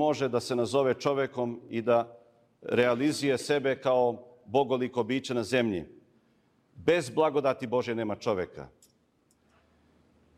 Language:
Serbian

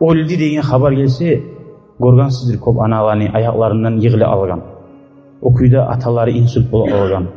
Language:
Kumyk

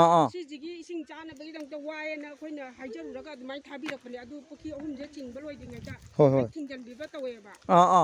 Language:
Manipuri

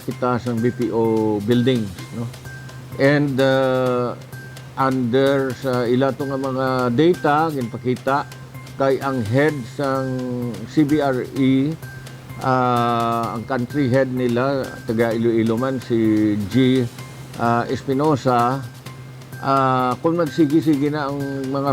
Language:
Hiligaynon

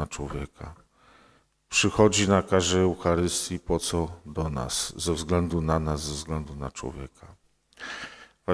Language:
Polish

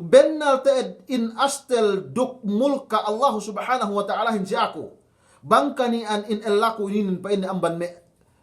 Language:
Yakan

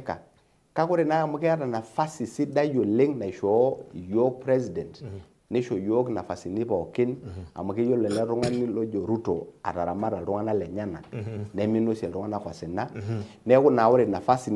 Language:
Masai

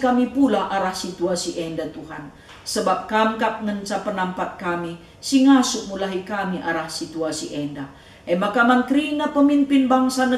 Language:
Batak Karo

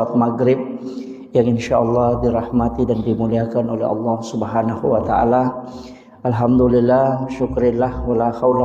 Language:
Buginese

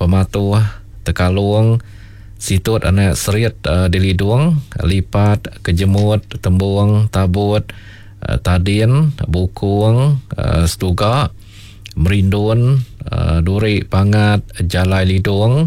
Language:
Iban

